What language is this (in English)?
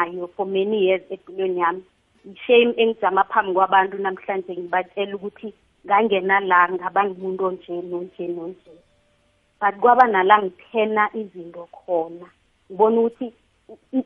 South Ndebele